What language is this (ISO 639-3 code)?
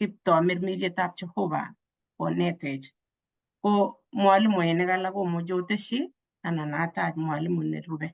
kln